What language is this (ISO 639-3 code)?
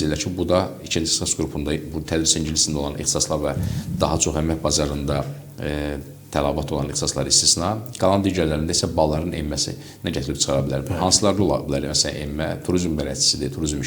aze